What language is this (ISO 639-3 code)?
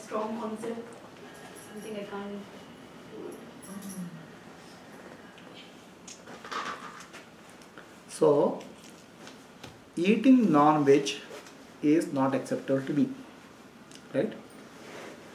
kan